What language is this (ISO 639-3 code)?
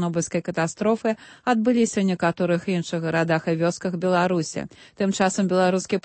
bel